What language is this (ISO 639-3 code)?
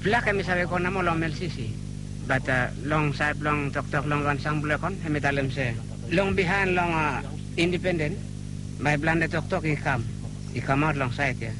bis